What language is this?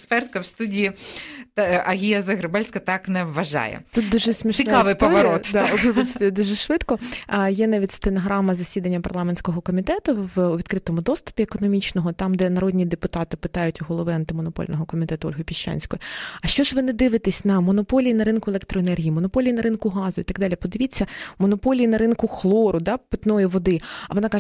Ukrainian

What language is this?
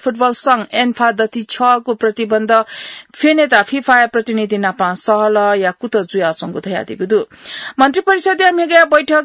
Newari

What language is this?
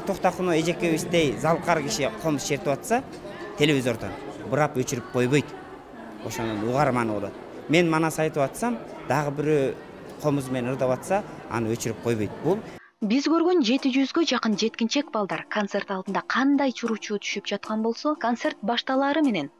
Kyrgyz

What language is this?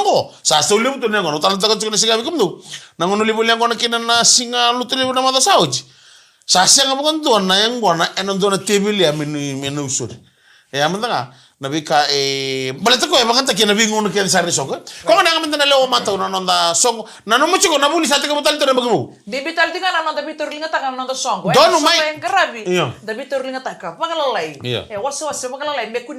Fijian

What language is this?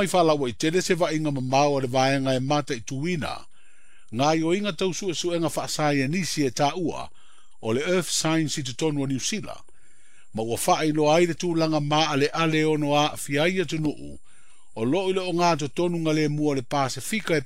Samoan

